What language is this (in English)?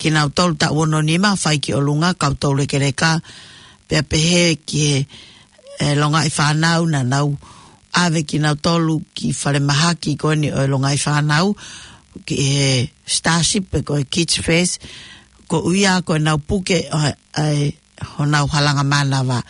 Tongan